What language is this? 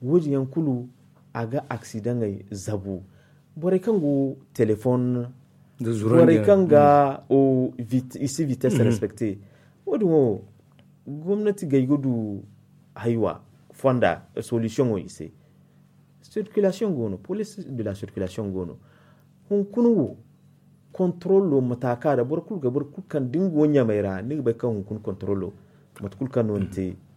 Zarma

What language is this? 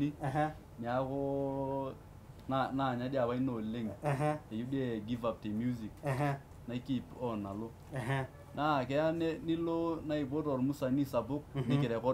Masai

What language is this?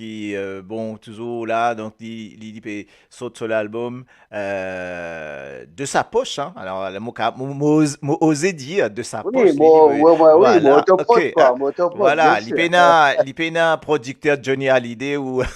Morisyen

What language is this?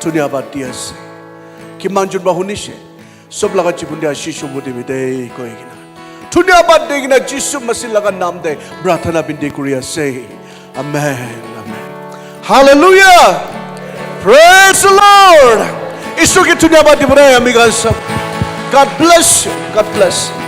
Naga Pidgin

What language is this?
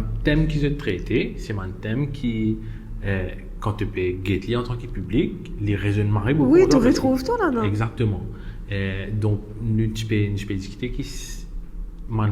Morisyen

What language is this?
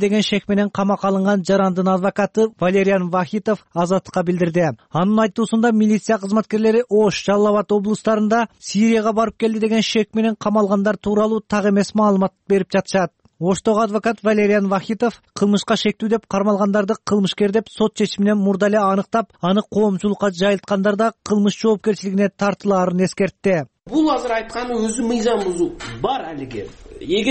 Kyrgyz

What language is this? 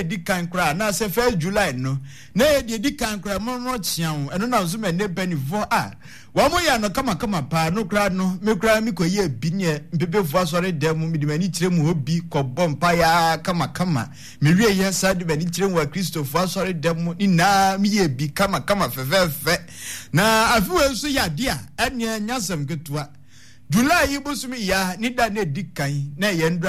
Akan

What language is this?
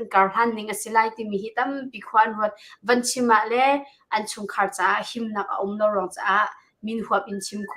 Hakha Chin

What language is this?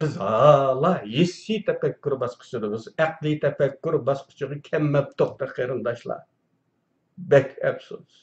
Uyghur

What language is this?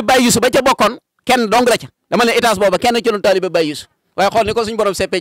Wolof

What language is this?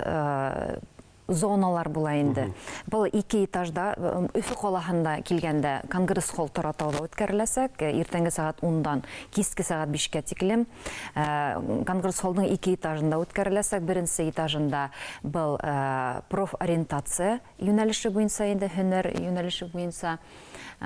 Bashkir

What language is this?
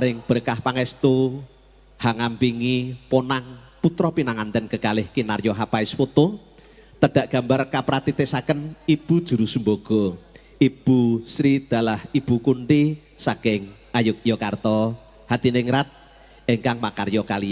Javanese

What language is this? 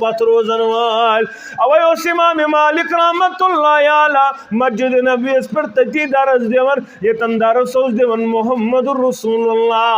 Kashmiri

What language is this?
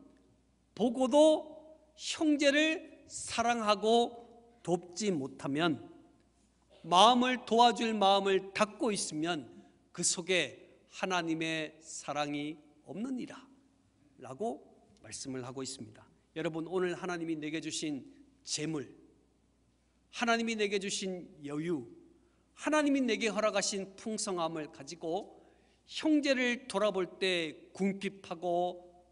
Korean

